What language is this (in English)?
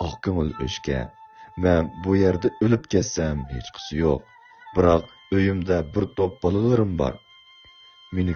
Uyghur